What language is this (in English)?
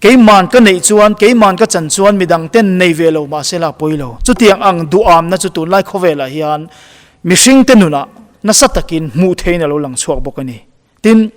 Mizo